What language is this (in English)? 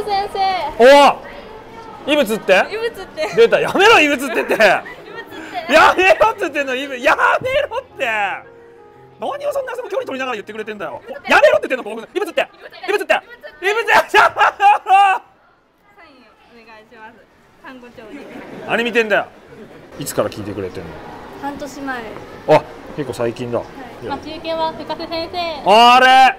Japanese